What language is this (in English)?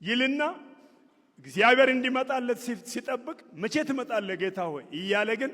Amharic